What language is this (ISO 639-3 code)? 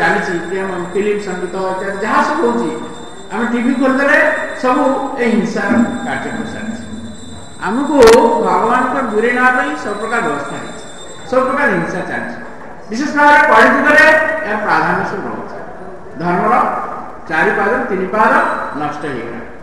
ori